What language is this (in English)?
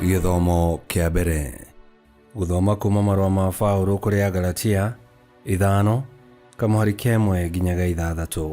Kikuyu